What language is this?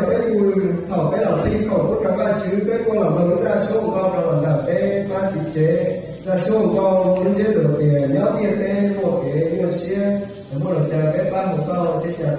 Hmong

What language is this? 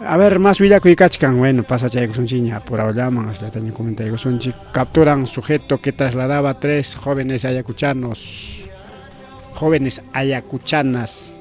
Ayacucho Quechua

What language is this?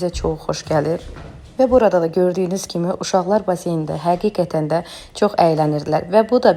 Azerbaijani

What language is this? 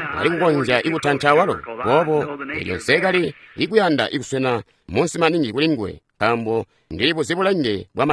Tonga (Zambia)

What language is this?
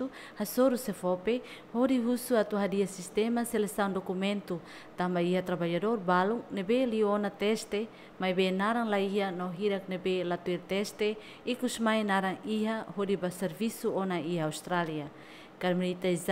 Tetum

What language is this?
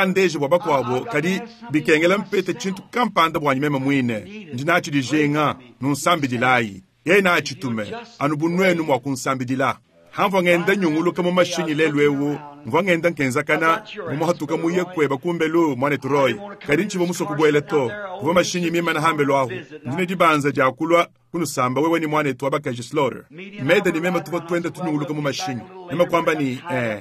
Luba-Lulua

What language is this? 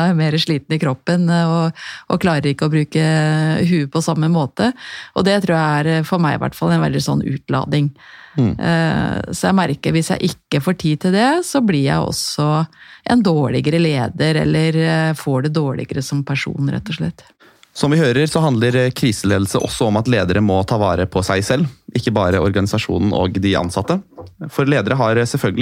Norwegian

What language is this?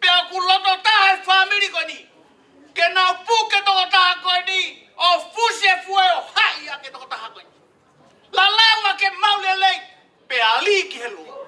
Tongan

